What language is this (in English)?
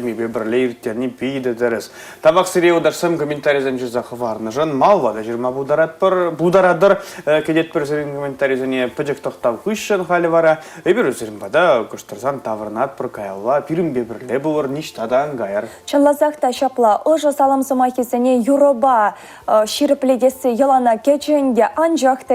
Chuvash